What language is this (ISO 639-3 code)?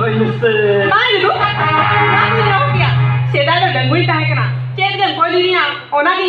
sat